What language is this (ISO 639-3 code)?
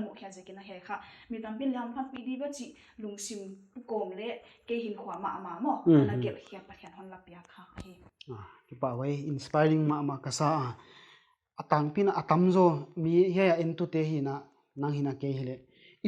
pck